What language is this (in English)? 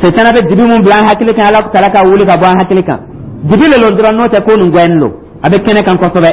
Dyula